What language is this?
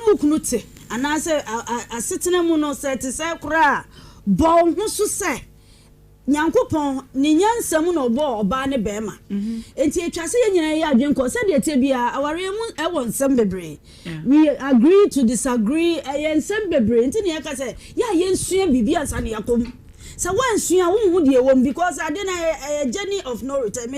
Akan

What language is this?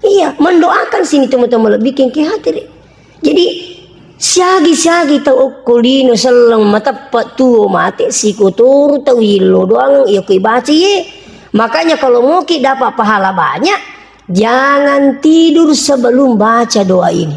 Buginese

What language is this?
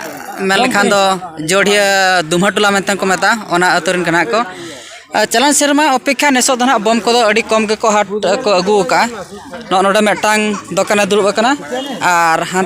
Santali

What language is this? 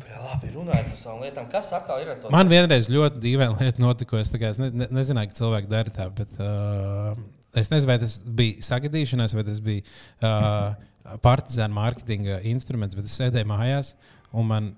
Latvian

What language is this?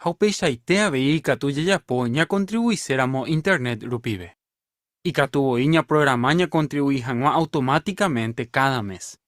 Guarani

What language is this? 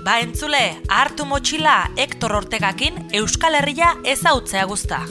Basque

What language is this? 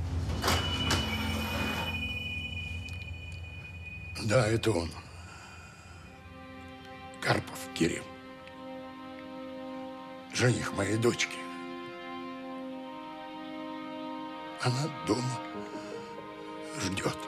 Russian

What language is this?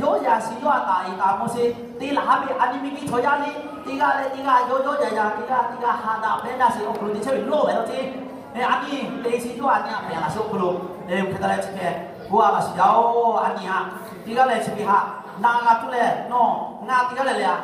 Lahu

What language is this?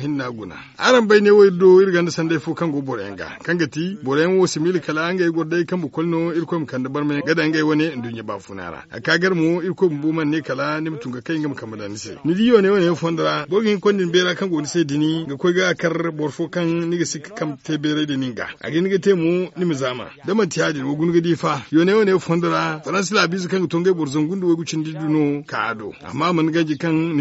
Zarma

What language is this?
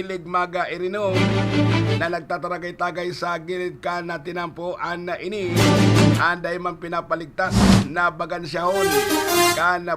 Bikol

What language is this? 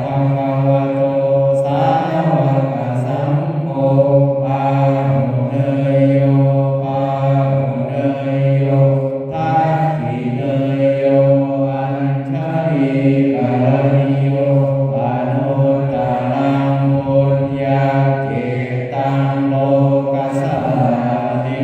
Pali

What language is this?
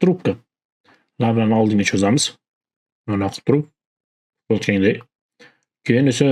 Uzbek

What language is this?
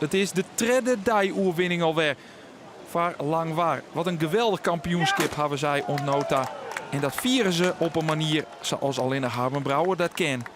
Western Frisian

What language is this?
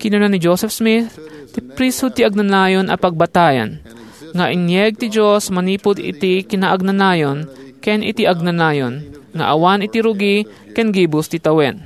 Iloko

